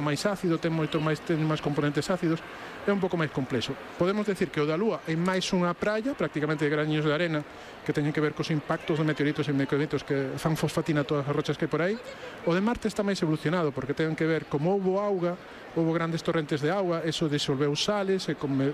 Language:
Galician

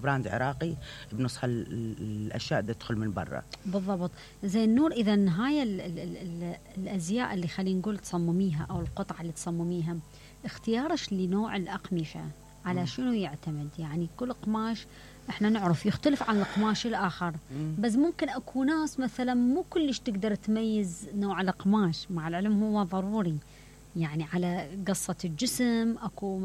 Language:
Mesopotamian Arabic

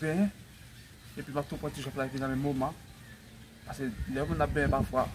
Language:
Haitian Creole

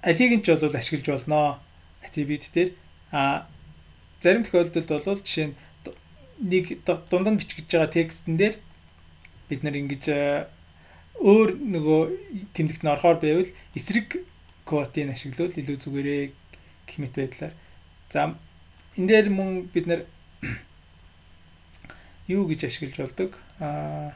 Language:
Mongolian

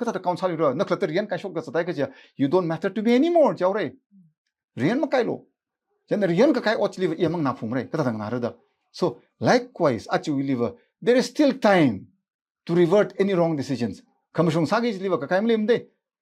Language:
Tangkhul Naga (India)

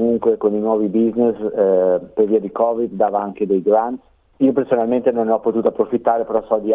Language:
Italian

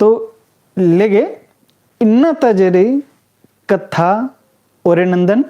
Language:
Kurukh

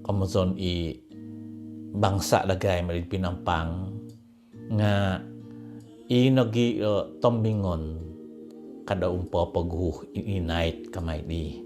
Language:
Central Dusun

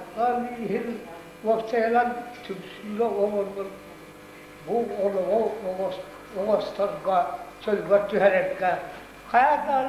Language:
Yakut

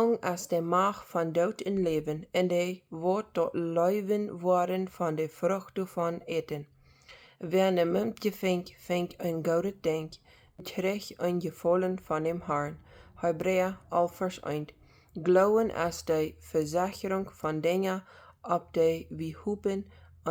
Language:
Plautdietsch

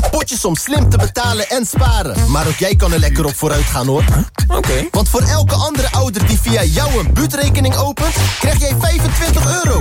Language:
Dutch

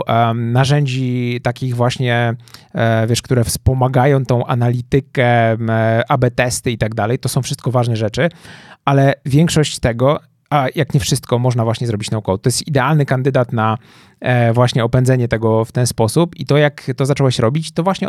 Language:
Polish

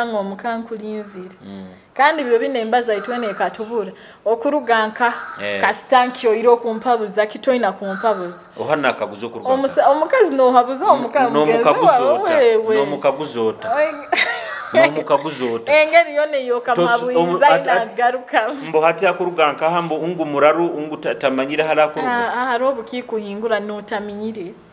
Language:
Nyoro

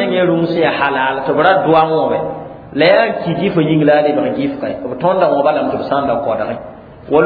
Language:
Mossi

